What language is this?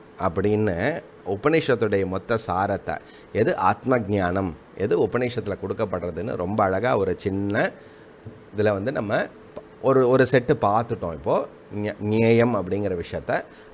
Tamil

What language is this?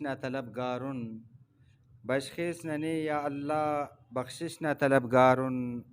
Brahui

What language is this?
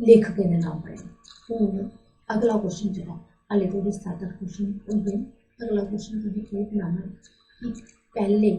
Dogri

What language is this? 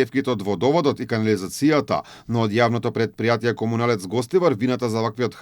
Macedonian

